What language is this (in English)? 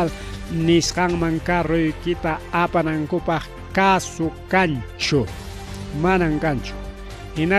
Ayacucho Quechua